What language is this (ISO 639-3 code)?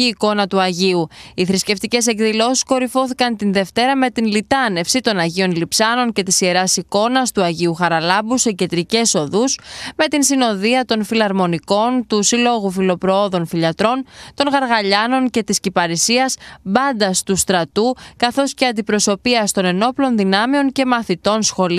ell